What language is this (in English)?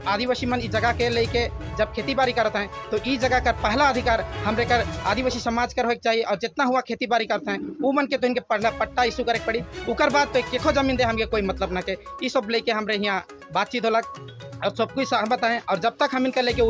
Sadri